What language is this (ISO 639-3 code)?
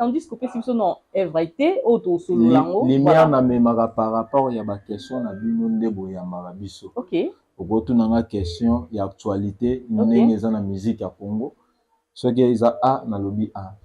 lin